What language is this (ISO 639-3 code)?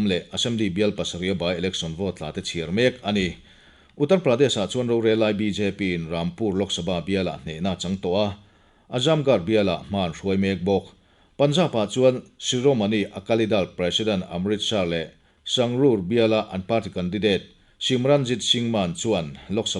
lus